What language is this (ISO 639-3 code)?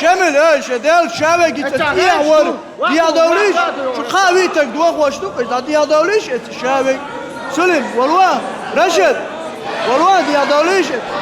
che